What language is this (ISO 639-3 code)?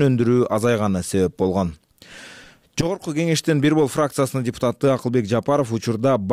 kir